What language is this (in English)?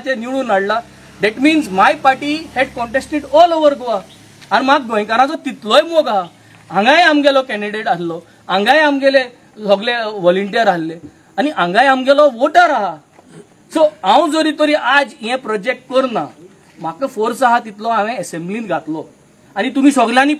Konkani